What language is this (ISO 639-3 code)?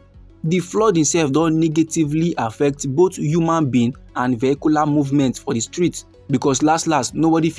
pcm